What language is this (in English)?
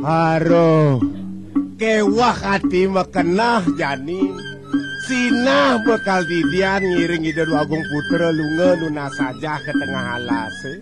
Balinese